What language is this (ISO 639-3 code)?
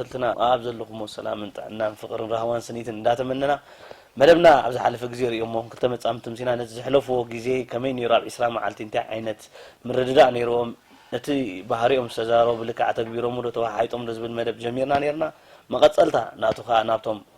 tir